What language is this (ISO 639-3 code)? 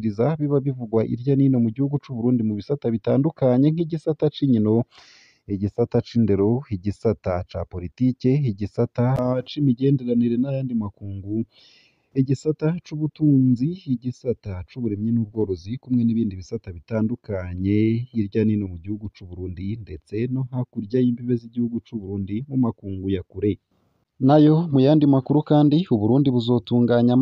run